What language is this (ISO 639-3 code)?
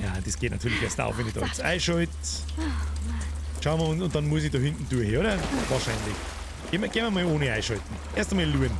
bar